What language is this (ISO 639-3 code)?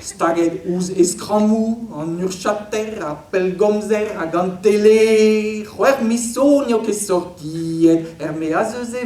bre